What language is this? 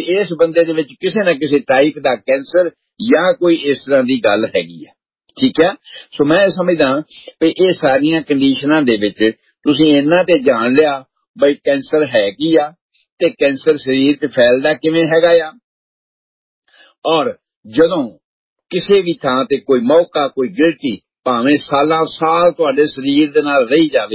Punjabi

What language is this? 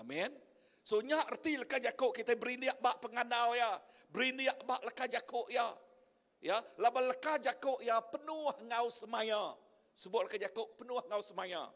Iban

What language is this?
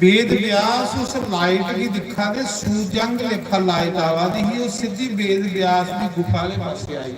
Dogri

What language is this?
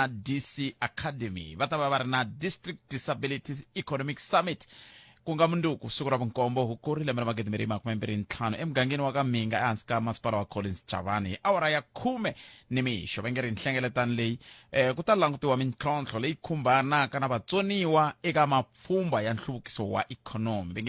Tsonga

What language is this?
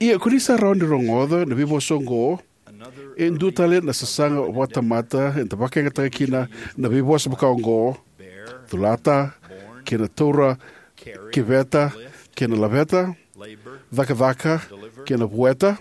Fijian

